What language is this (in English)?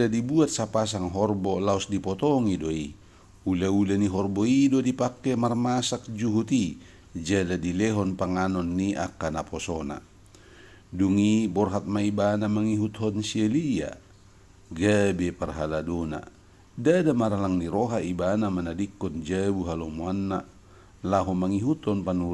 Batak Toba